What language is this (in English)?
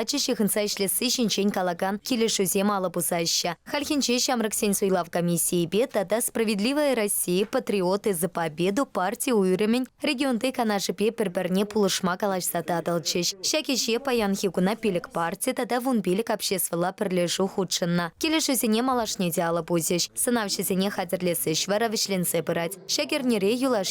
Chuvash